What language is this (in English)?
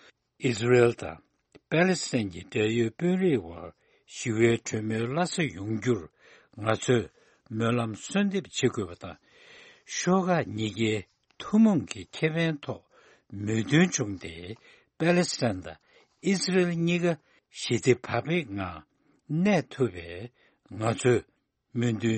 Tibetan